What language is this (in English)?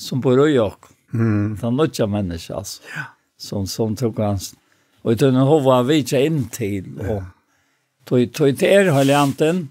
Faroese